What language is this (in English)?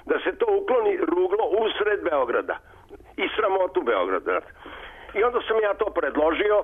Serbian